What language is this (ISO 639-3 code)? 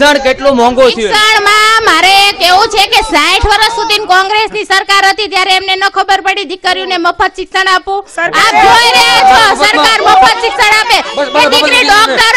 guj